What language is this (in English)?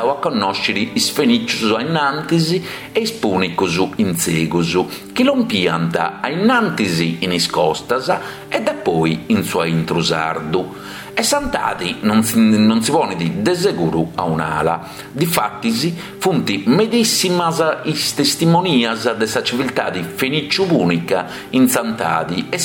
Sardinian